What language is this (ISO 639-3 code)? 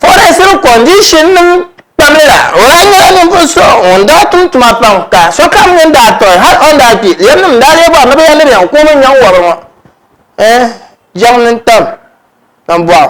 dag